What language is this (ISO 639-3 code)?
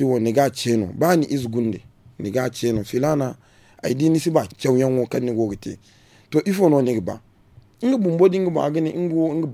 dje